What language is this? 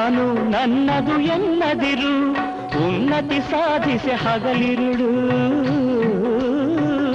Kannada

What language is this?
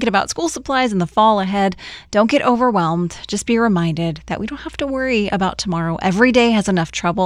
English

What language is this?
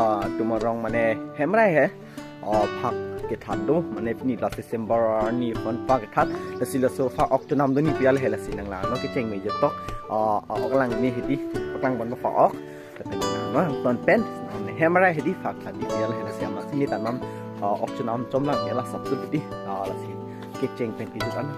Karbi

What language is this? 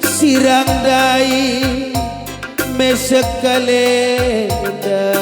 Batak Karo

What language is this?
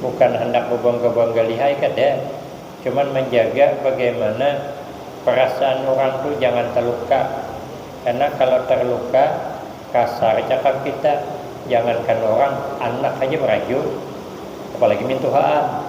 Banjar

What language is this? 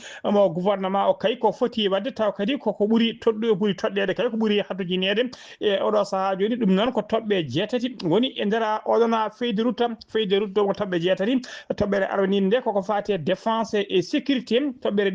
Fula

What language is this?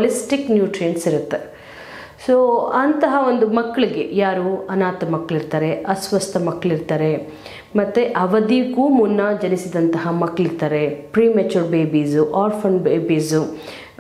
Kannada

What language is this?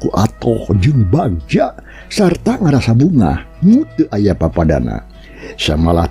Sundanese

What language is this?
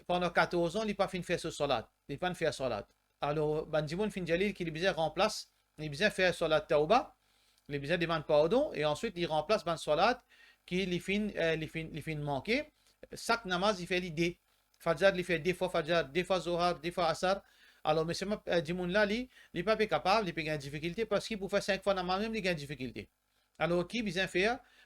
Morisyen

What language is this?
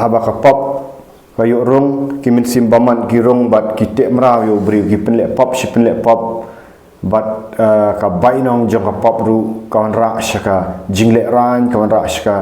Khasi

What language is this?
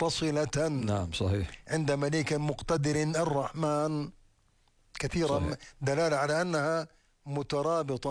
Arabic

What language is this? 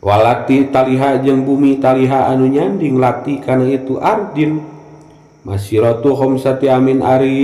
Sundanese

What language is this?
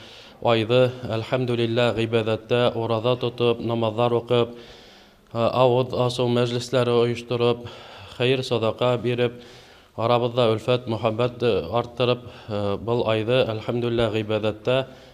Bashkir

